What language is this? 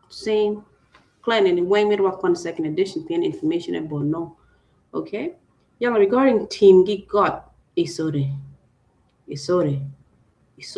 Acoli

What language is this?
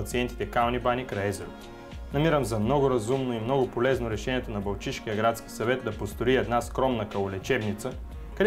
Bulgarian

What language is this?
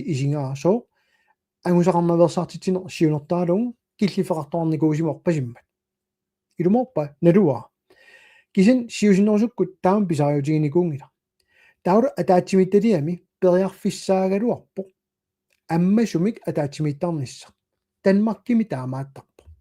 Kalaallisut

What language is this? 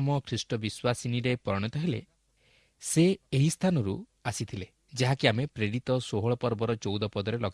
Odia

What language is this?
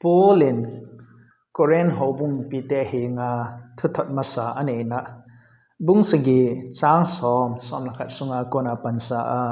Thado Chin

